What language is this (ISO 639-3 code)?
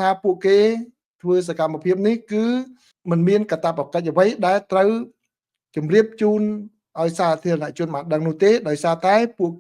khm